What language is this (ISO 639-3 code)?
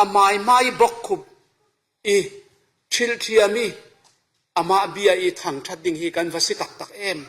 cfm